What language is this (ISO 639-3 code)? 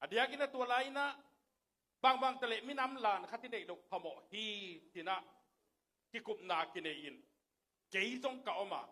ctd